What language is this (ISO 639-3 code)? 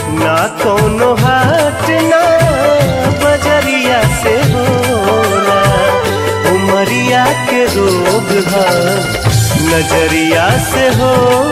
bho